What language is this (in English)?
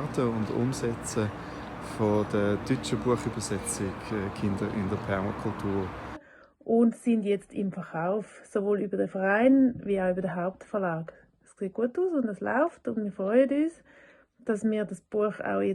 Swiss German